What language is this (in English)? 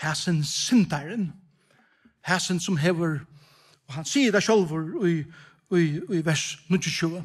Faroese